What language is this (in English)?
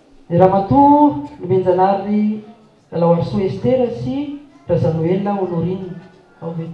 Malagasy